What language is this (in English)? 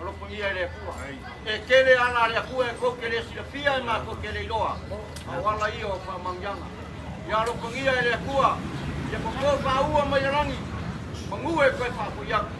Samoan